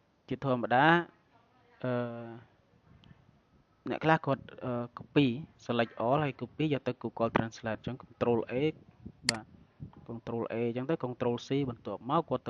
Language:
Khmer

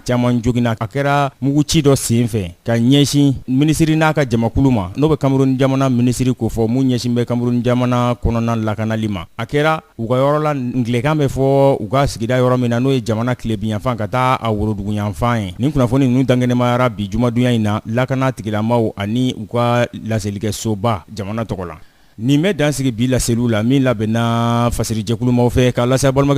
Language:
Bambara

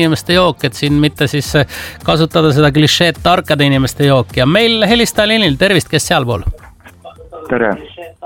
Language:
Estonian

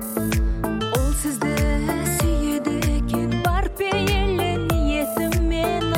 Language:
Kazakh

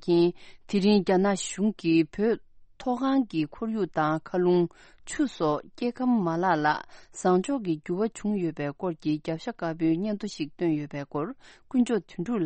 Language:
Tibetan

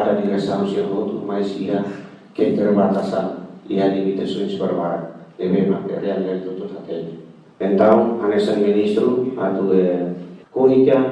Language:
Tetum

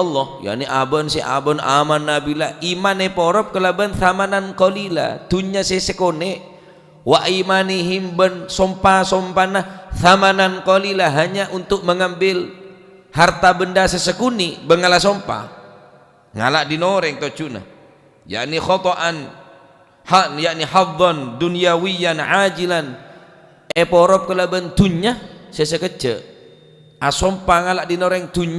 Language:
Madurese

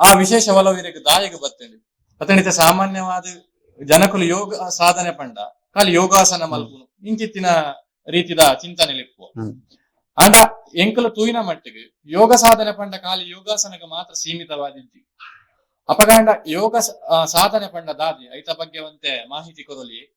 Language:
Tulu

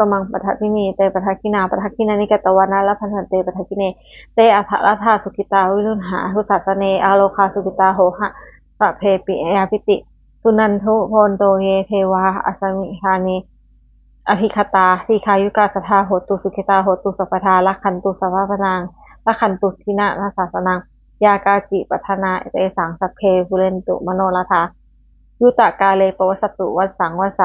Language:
Pali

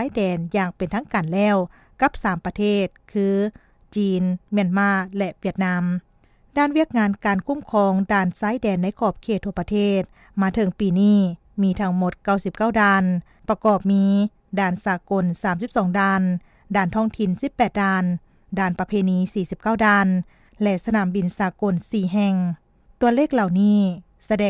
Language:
Lao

